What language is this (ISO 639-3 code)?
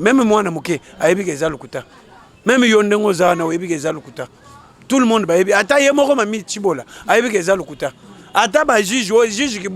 lin